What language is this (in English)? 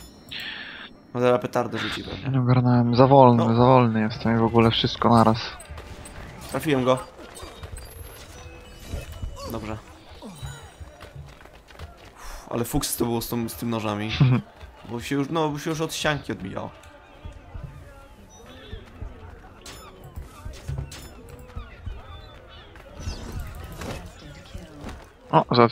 Polish